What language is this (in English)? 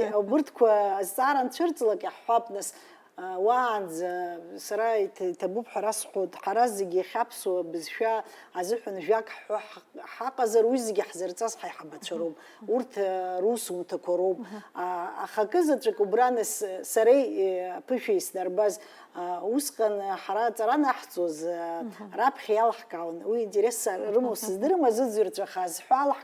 Abkhazian